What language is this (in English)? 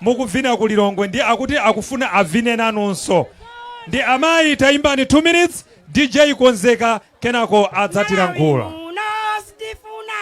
Nyanja